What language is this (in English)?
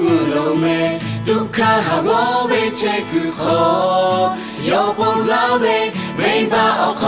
Lahu